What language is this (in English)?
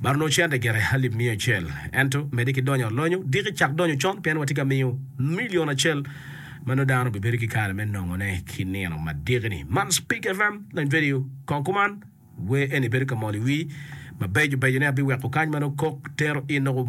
Acoli